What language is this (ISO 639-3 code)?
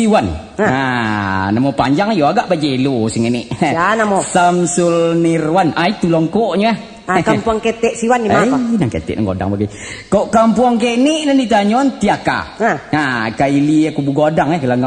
min